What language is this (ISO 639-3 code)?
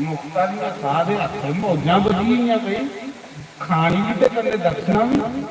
doi